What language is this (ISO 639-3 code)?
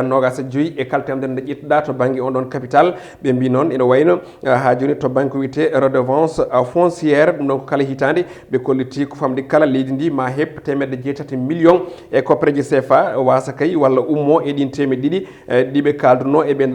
ful